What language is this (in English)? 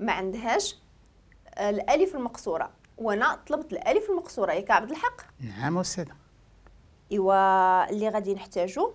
Moroccan Arabic